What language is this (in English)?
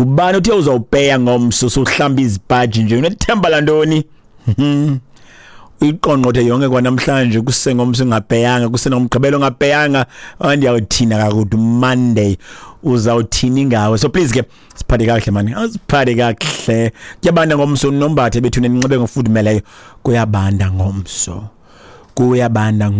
Xhosa